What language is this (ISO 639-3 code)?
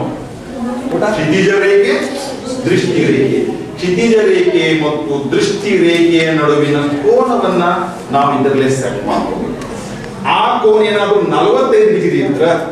kan